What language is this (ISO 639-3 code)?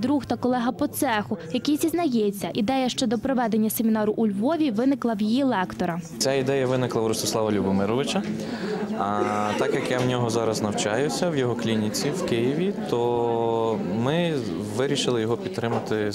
ukr